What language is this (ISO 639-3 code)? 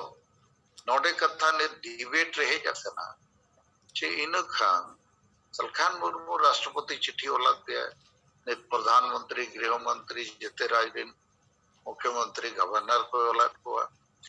sat